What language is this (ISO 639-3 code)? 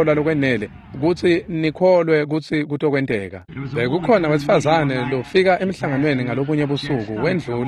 ssw